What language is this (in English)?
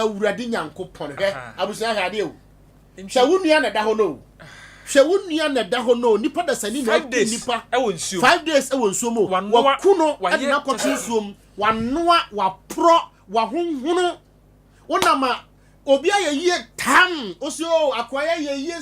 Akan